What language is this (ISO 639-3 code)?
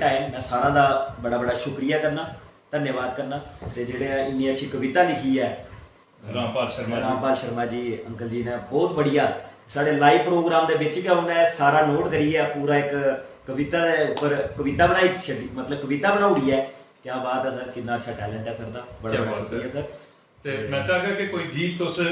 doi